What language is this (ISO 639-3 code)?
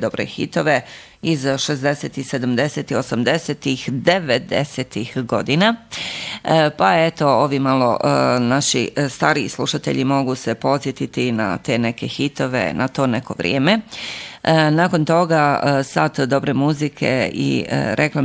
bos